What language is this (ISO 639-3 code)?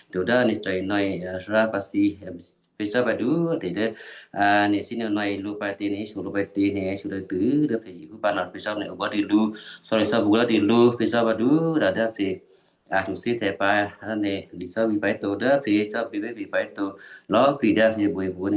kyu